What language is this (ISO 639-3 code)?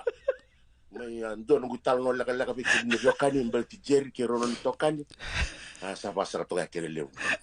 fij